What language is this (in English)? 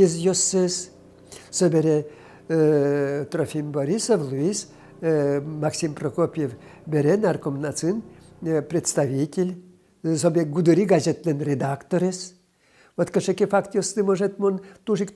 Udmurt